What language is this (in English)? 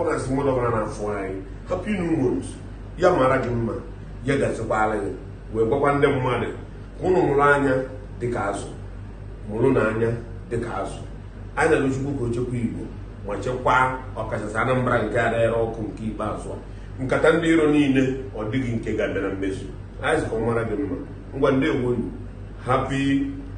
Igbo